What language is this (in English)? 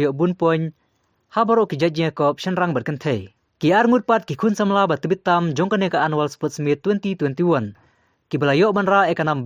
Khasi